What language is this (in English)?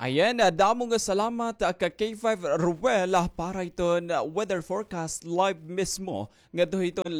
Waray